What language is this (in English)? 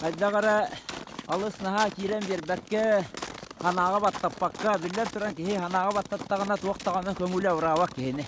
Yakut